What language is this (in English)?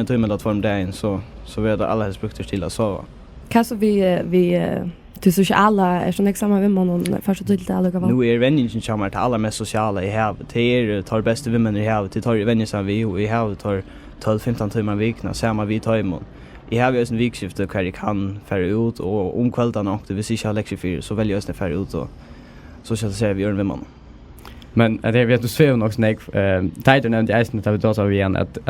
Faroese